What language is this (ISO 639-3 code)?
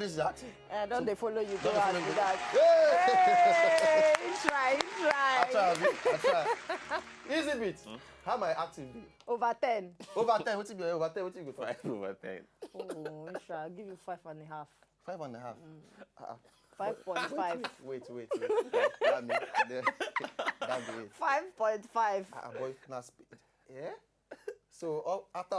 pcm